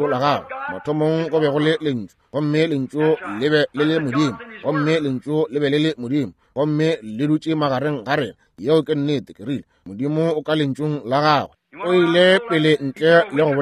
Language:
Northern Sotho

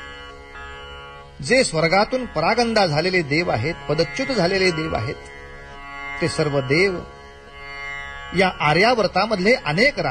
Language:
Marathi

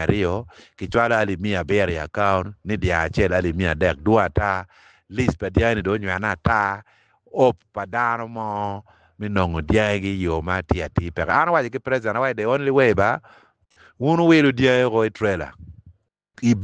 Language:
Acoli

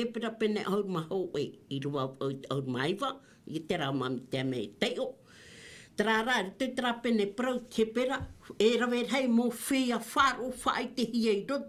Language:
Tahitian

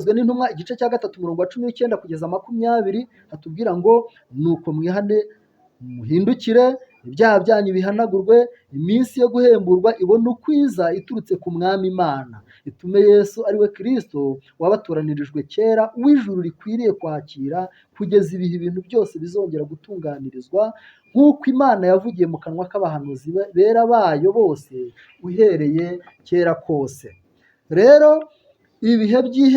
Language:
Kinyarwanda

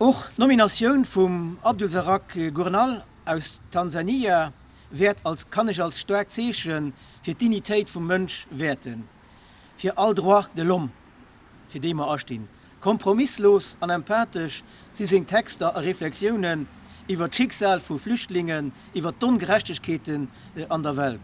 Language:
Luxembourgish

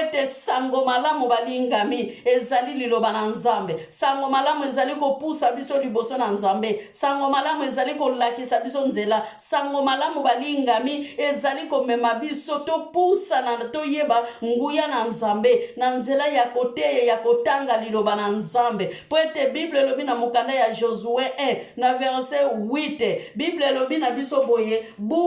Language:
Lingala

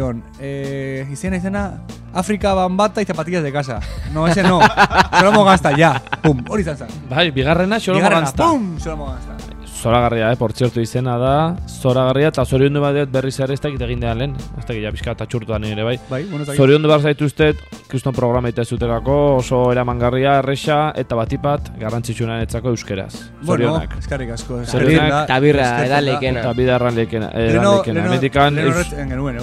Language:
Basque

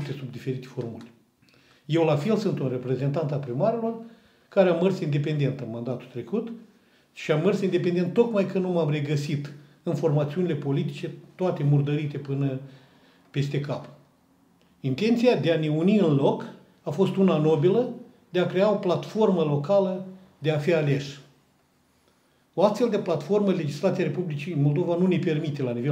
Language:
Romanian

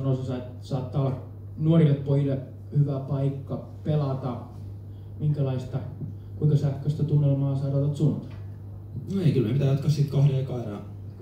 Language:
Finnish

